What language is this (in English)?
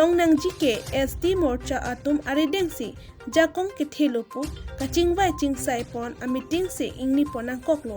Karbi